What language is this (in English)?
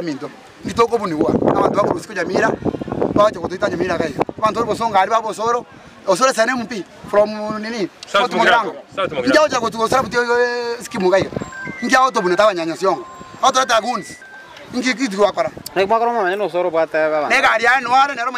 Gusii